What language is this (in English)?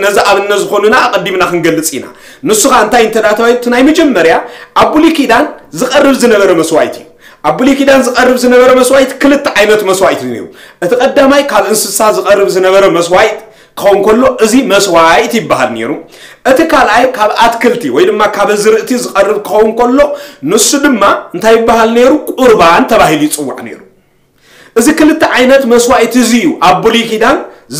Tigrinya